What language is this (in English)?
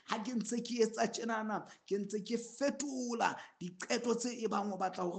Southern Sotho